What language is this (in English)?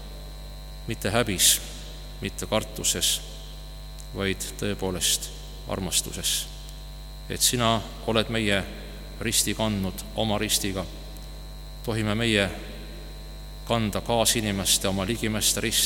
Estonian